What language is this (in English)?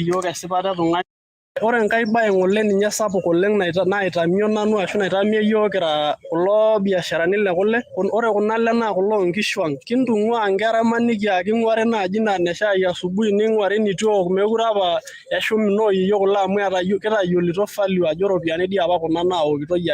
Masai